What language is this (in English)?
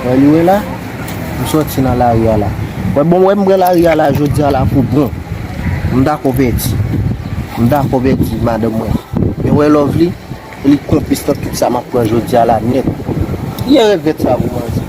Haitian Creole